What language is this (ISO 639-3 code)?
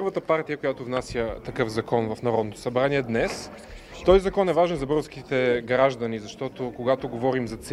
bul